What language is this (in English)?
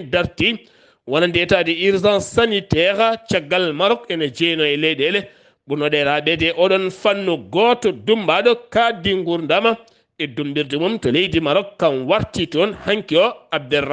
Fula